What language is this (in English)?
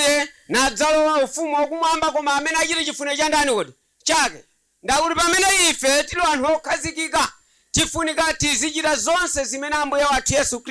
Nyanja